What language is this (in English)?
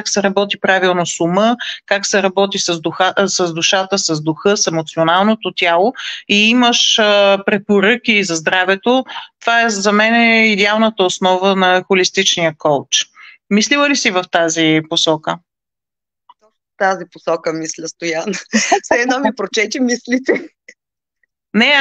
Bulgarian